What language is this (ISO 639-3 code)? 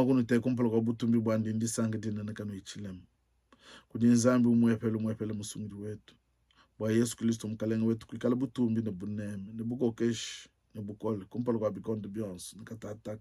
lua